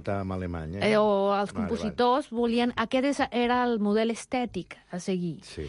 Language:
Catalan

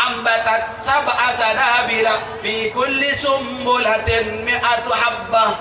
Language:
Madurese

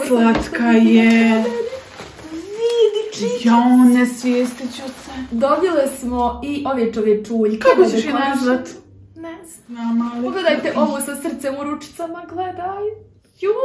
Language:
Croatian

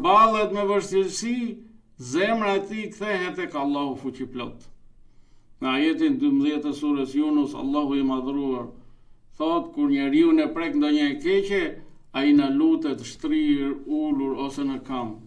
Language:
Albanian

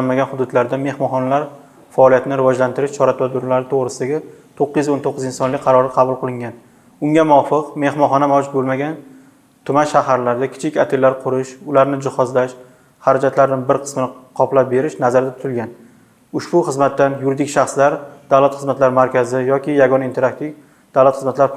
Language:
Uzbek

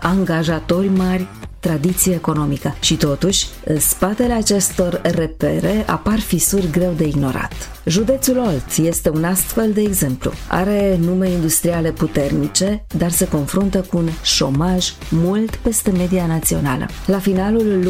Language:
Romanian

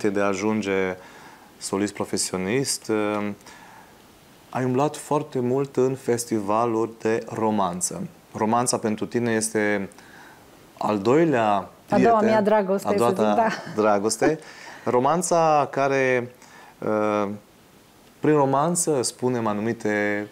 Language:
Romanian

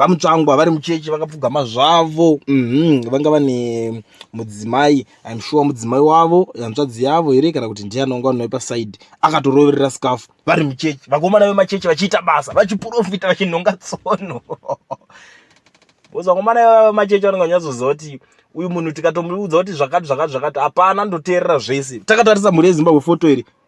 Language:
Shona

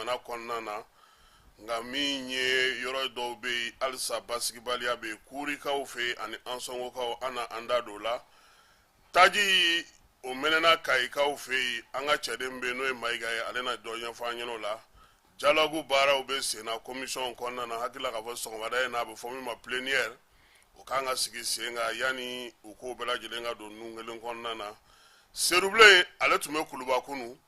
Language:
Bambara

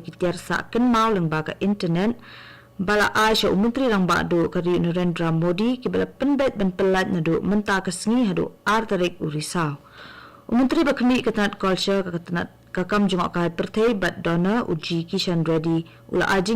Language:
Khasi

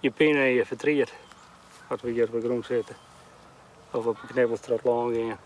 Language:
Western Frisian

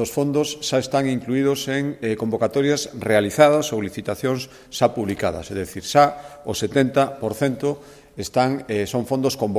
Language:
Galician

